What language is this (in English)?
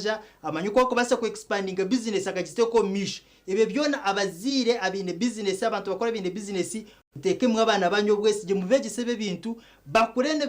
Nyankole